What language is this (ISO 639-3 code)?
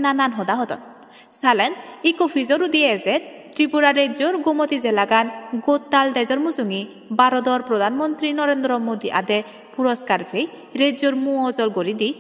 ccp